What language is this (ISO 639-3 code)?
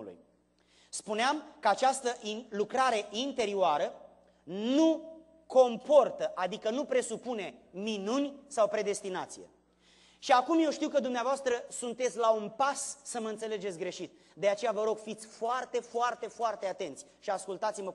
ron